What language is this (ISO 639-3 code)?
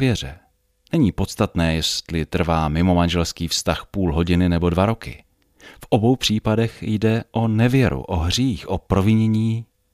ces